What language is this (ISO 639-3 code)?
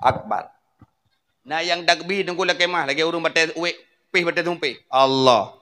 ace